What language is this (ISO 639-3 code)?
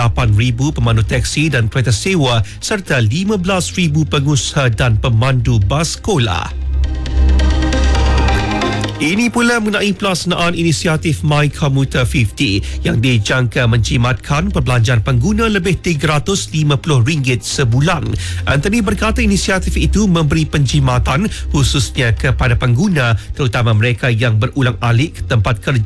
msa